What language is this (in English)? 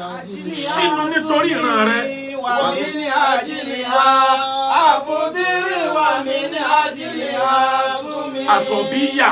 Yoruba